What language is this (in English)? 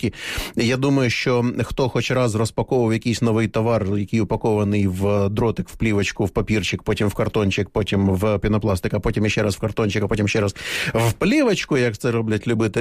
Ukrainian